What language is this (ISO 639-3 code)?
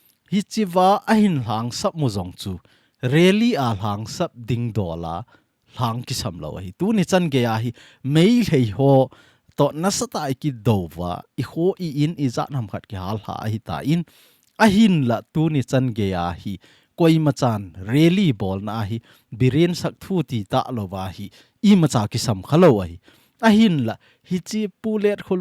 tcz